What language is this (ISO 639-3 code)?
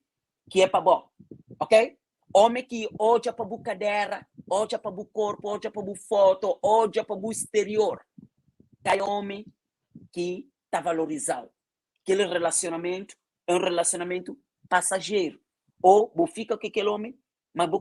kea